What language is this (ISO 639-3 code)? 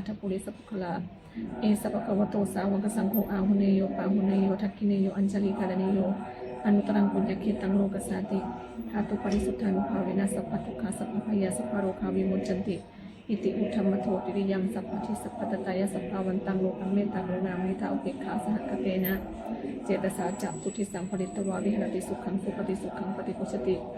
pli